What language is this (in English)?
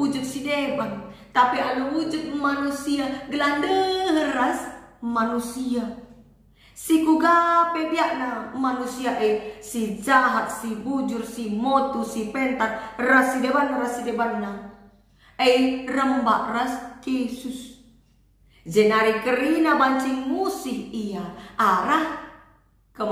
Batak Karo